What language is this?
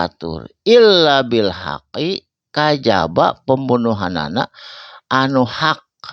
Sundanese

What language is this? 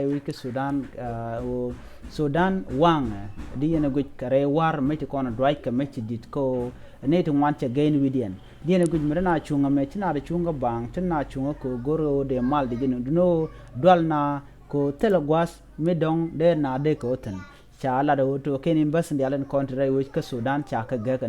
Nuer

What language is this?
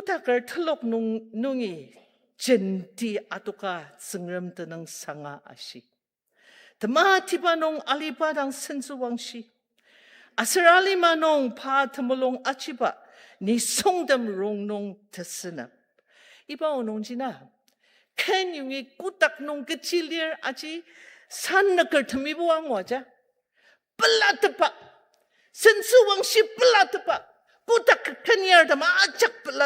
Ao Naga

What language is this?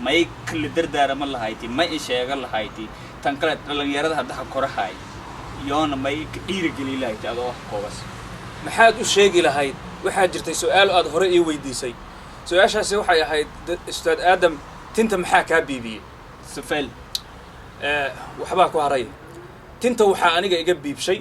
Somali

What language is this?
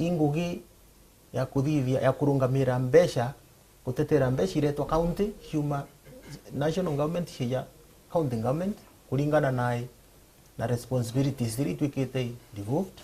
Meru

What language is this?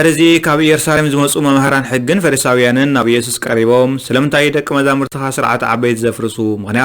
Tigrinya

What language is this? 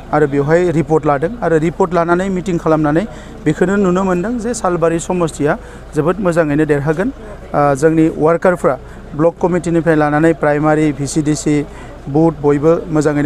Bodo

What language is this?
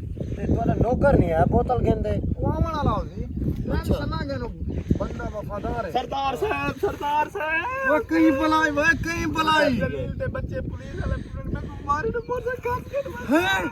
Saraiki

